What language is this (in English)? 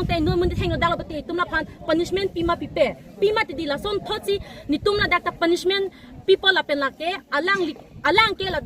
Karbi